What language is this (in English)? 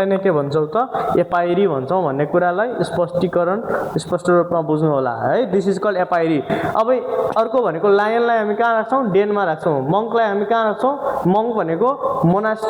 Nepali